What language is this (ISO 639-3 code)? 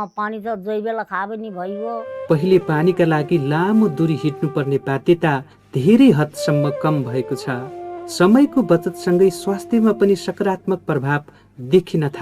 nep